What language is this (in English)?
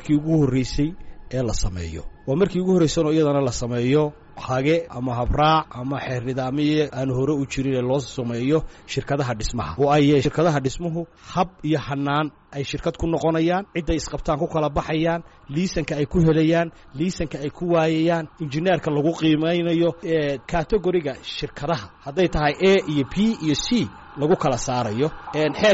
Somali